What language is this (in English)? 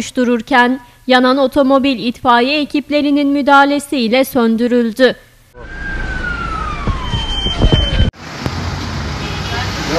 Turkish